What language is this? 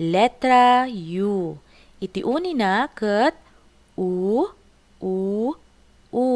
Iloko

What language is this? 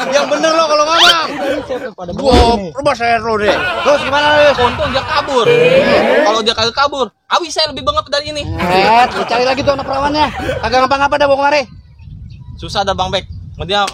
Betawi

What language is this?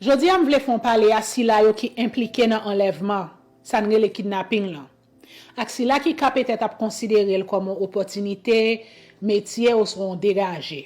Haitian Creole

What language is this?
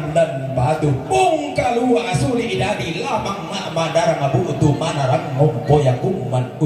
Toraja-Sa'dan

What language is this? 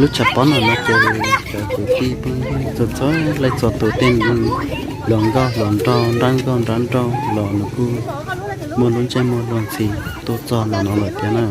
Hmong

